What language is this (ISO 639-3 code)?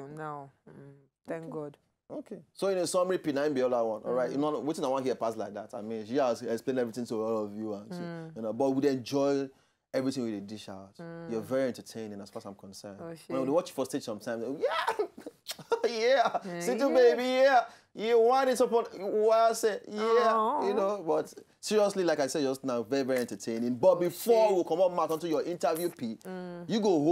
pcm